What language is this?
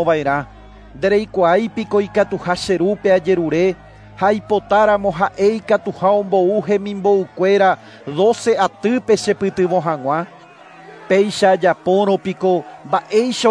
Guarani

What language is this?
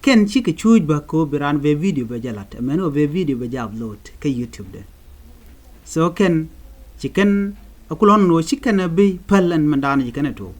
Nuer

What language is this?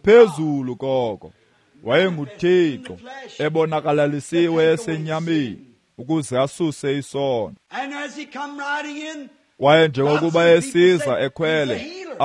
Xhosa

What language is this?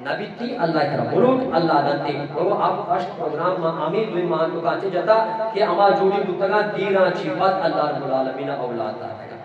Eastern Balochi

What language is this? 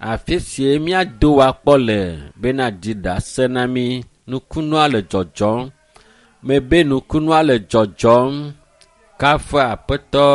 Ewe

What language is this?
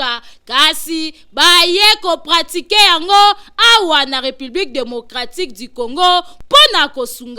Lingala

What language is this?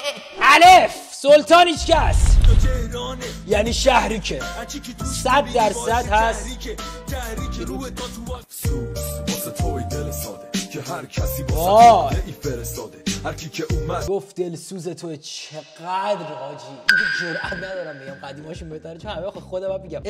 Persian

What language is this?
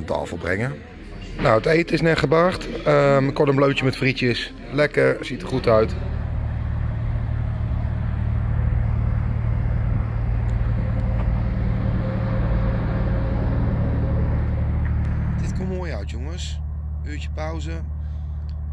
Dutch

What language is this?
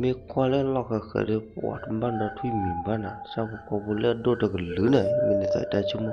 S'gaw Karen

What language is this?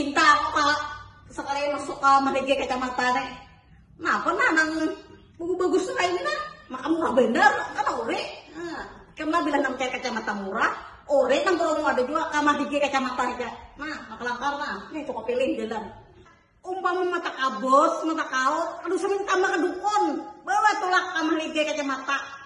Banjar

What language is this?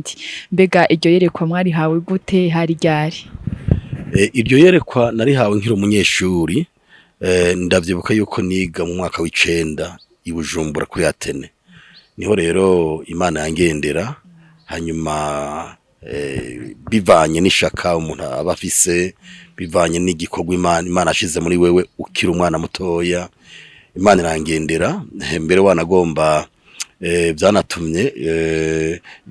Rundi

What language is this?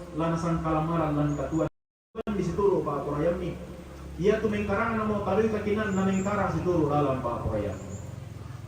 Toraja-Sa'dan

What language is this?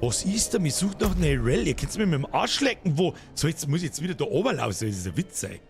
Bavarian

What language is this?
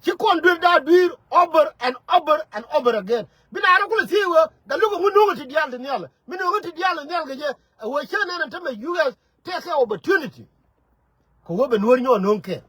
Nuer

